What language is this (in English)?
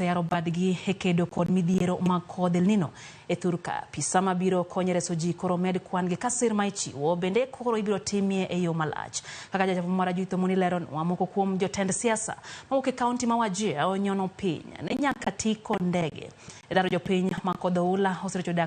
Luo (Kenya and Tanzania)